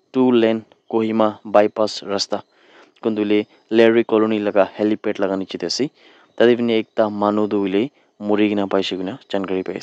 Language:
Naga Pidgin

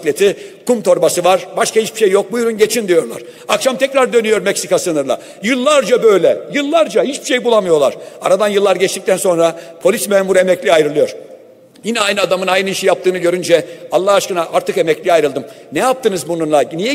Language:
Turkish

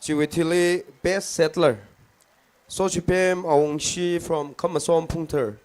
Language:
Tangkhul Naga (India)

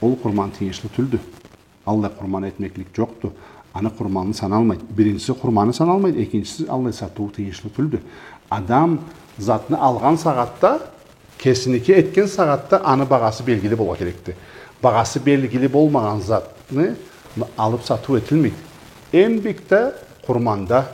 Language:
Karachay-Balkar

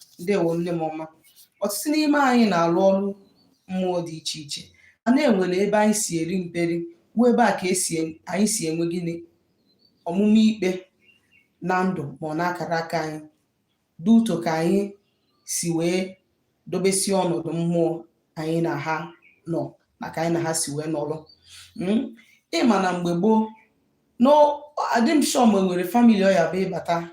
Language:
Igbo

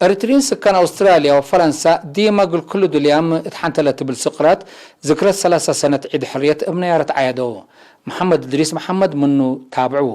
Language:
Tigre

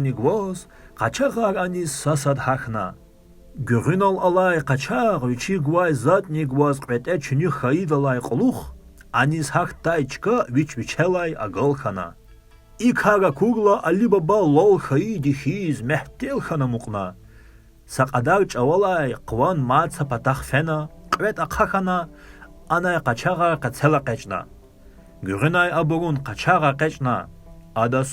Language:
Lezghian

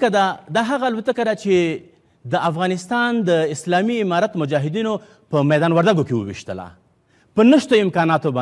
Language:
Pashto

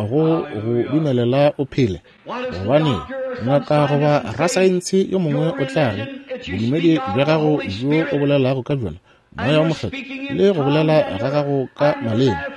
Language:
Northern Sotho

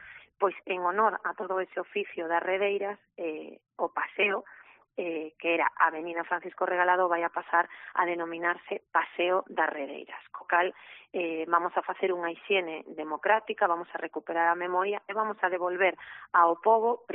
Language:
Galician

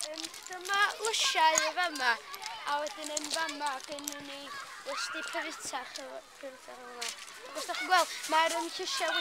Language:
Welsh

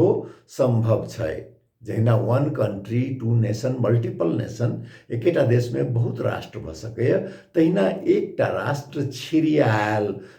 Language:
Maithili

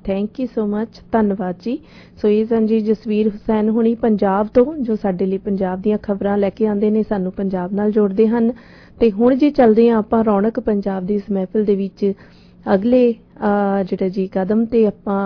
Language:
Punjabi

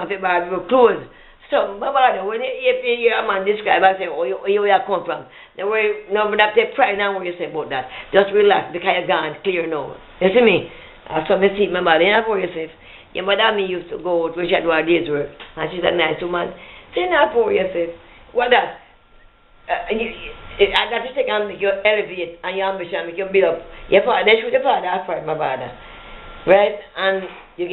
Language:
Jamaican Creole English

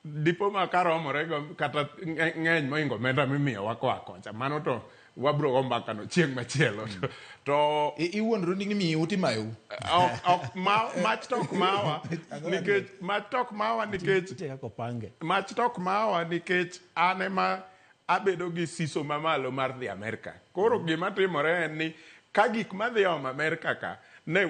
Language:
Luo (Kenya and Tanzania)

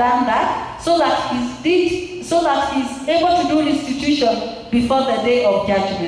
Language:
English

